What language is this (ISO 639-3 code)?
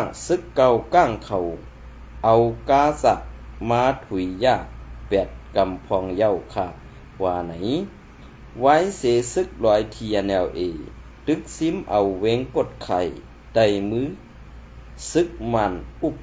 shn